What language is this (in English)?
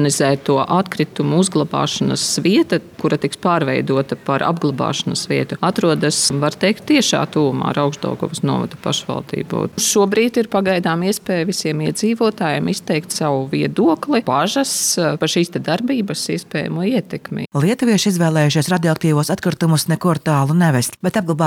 Latvian